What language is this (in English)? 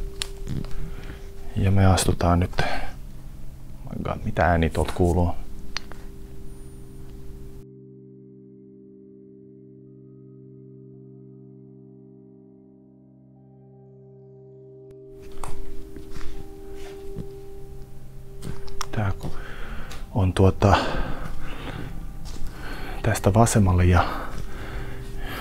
Finnish